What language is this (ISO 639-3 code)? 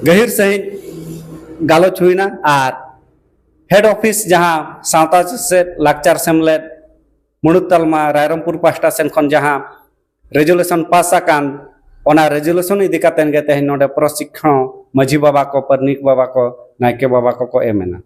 sat